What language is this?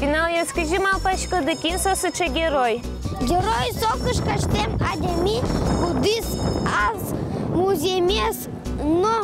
Udmurt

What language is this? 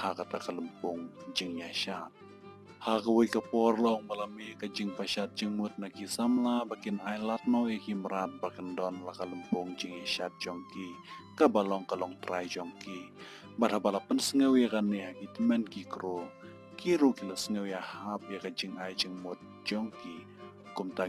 Khasi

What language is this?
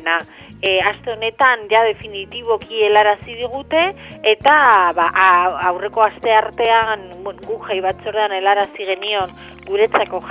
Basque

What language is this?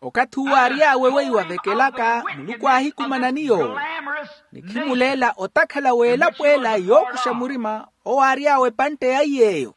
Makhuwa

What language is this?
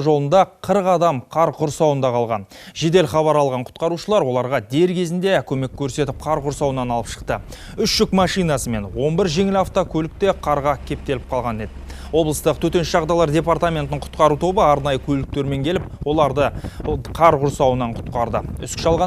Kazakh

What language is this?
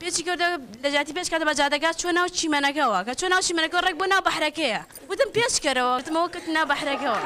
Central Kurdish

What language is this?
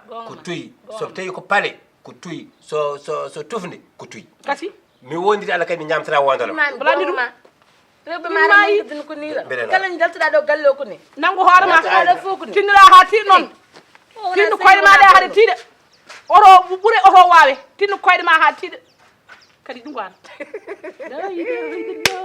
Fula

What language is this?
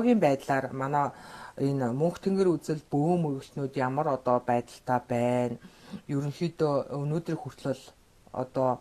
Mongolian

